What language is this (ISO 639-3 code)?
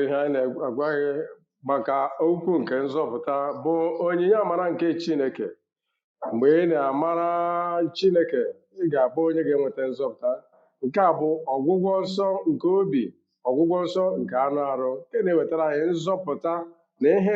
ibo